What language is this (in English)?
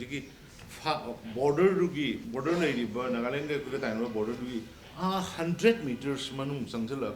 Manipuri